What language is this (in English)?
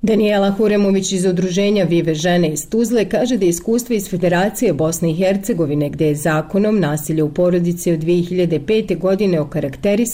Bosnian